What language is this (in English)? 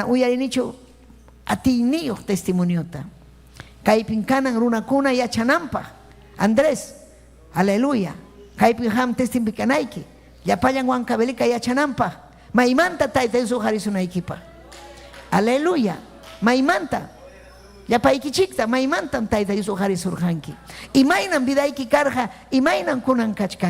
Ayacucho Quechua